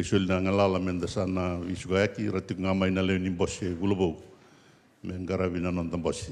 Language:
Fijian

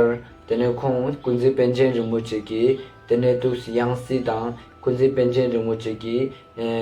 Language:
Ladakhi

